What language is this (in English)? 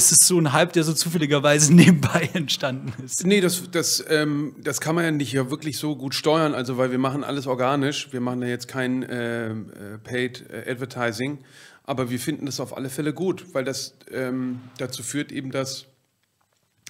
German